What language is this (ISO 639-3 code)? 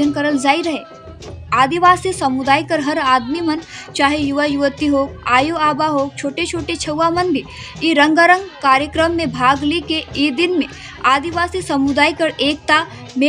sck